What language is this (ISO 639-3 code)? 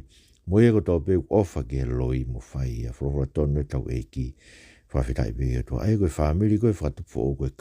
ton